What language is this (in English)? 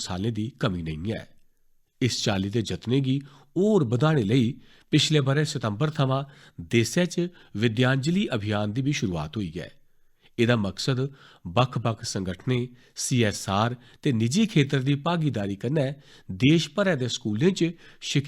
Dogri